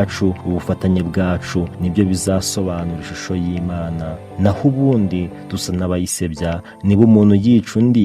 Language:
Kinyarwanda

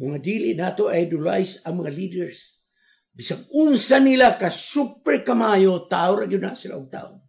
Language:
Cebuano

